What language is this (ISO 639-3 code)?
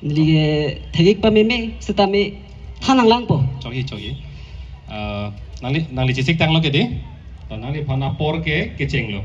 mjw